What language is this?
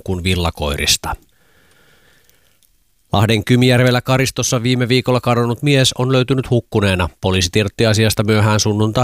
Finnish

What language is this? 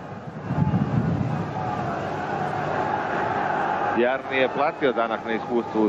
Croatian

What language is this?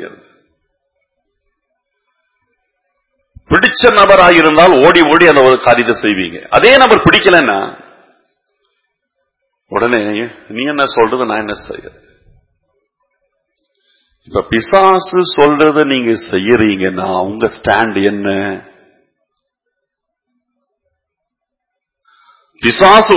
Tamil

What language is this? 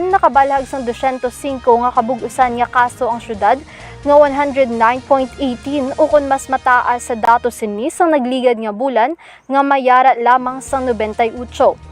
Hiligaynon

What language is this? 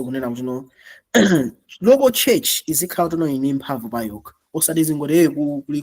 Nyanja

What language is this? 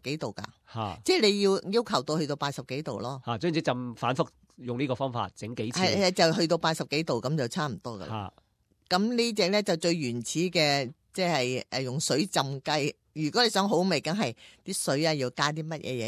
Cantonese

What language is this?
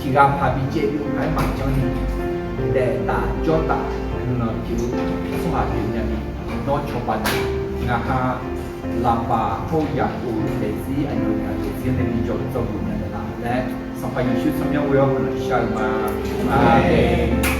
Akha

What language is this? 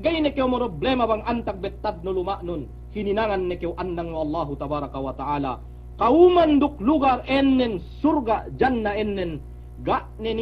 Yakan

